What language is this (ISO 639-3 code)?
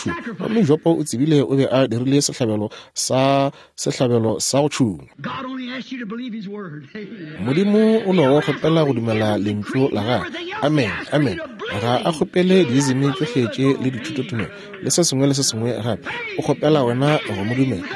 nso